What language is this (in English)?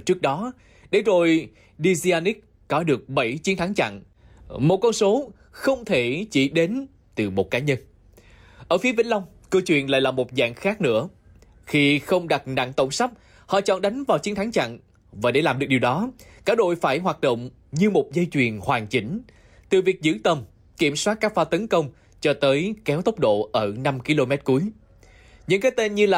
Vietnamese